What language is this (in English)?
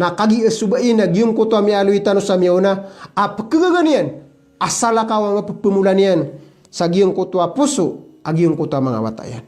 Maranao